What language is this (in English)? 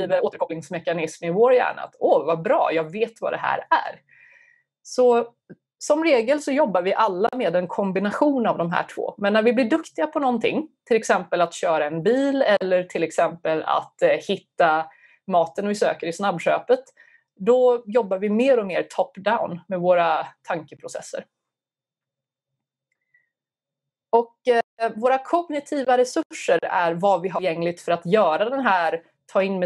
Swedish